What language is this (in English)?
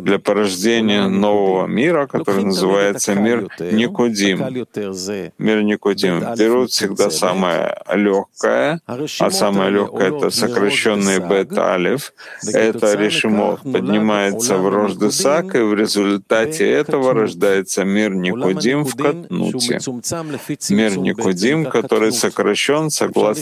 Russian